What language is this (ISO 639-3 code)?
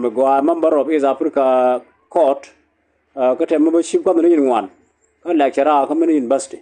nus